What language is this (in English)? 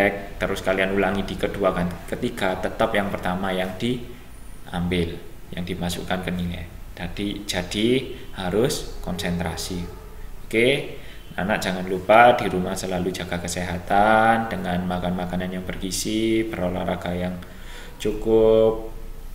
Indonesian